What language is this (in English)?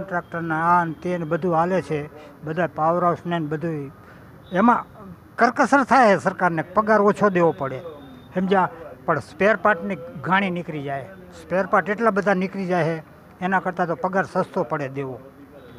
Gujarati